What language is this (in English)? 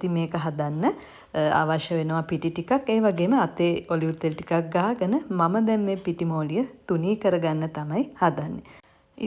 Sinhala